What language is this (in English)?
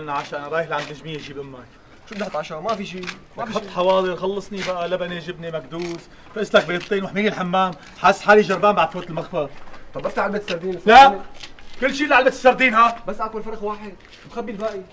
North Levantine Arabic